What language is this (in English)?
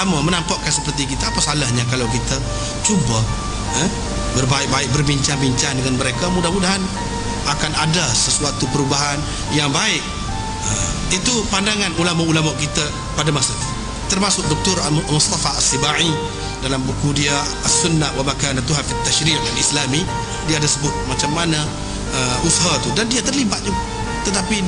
Malay